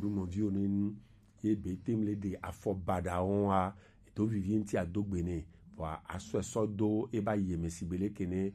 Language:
Gen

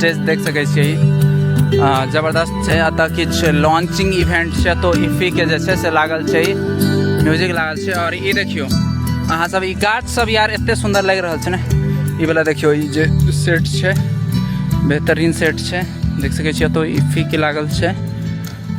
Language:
Maithili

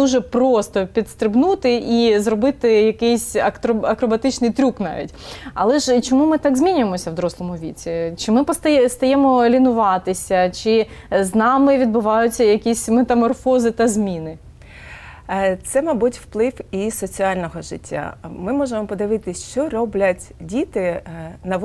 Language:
Ukrainian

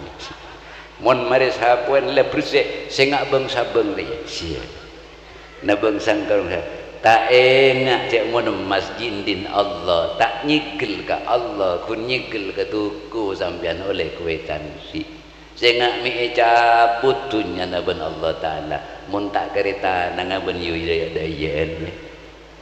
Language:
Madurese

